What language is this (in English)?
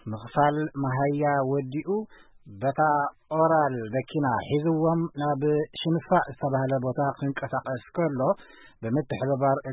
Tigrinya